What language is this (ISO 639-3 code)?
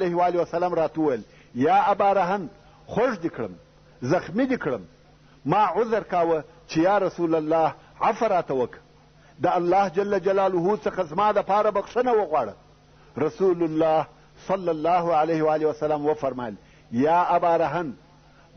pus